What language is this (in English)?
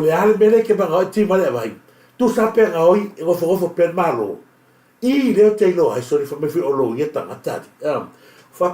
Samoan